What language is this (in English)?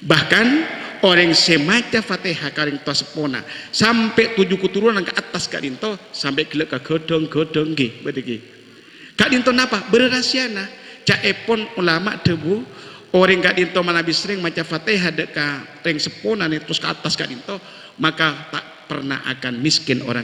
Madurese